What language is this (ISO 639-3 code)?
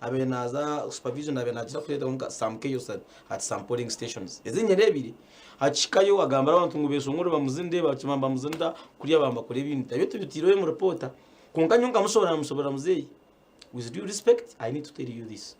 nyn